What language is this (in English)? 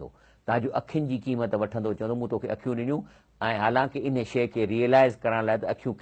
Sindhi